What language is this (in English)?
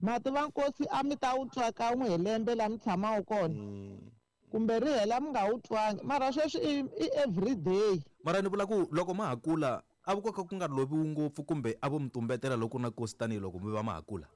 Tsonga